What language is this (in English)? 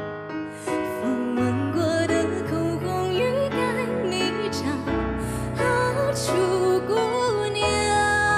Chinese